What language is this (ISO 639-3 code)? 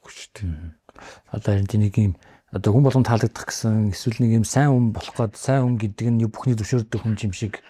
mon